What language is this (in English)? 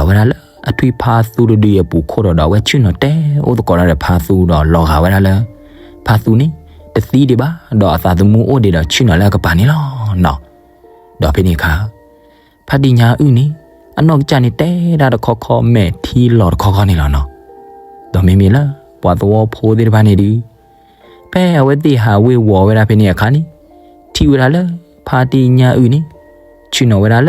S'gaw Karen